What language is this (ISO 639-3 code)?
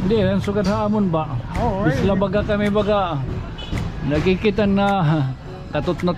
war